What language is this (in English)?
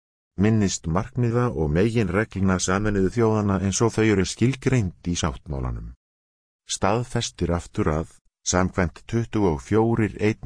Icelandic